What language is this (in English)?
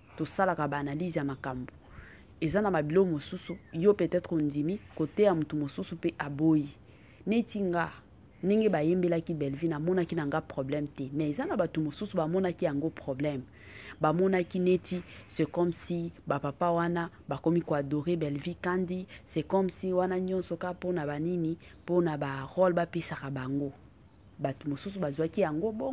Lingala